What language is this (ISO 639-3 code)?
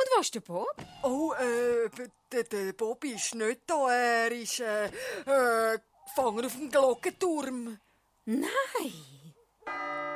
gsw